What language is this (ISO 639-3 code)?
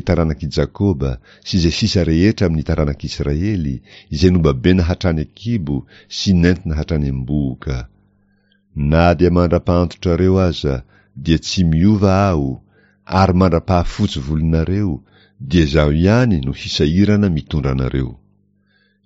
mlg